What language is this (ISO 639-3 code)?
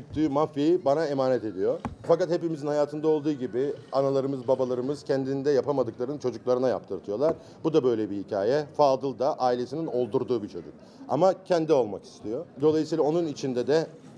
tur